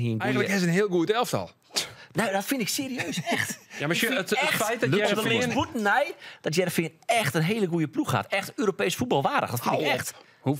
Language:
Western Frisian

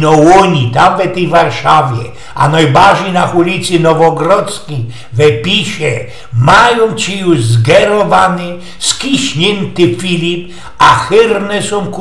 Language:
Silesian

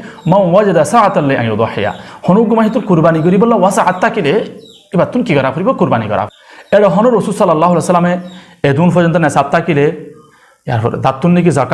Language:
Rohingya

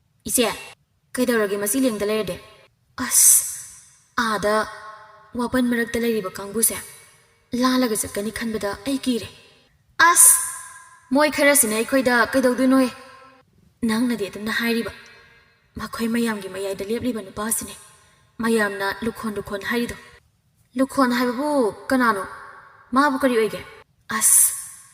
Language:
Manipuri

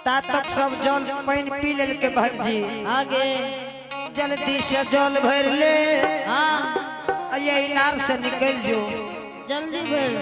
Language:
Angika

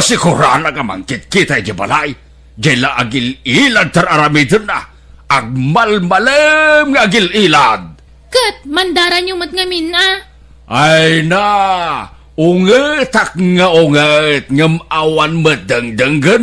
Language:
Iloko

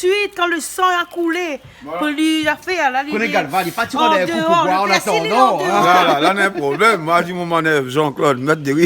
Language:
Réunion Creole French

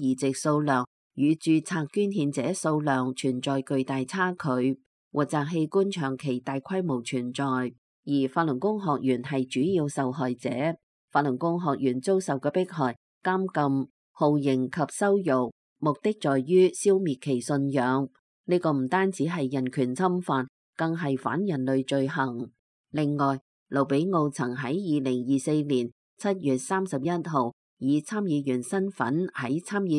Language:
Cantonese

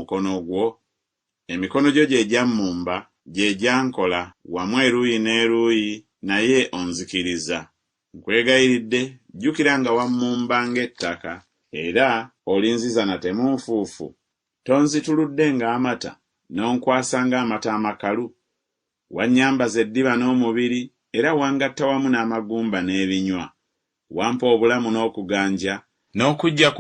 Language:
Ganda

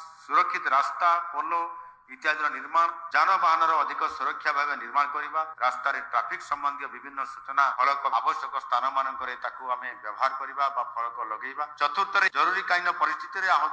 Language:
Odia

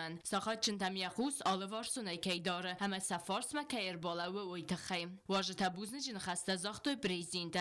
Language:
Ossetic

